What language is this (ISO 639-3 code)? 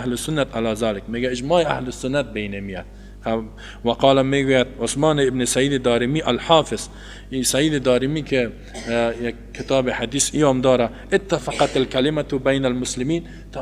tgk